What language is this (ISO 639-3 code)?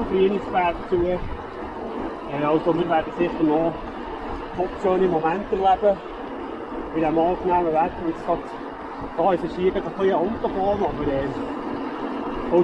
gsw